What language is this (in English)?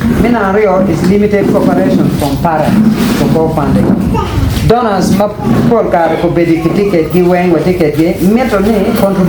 Acoli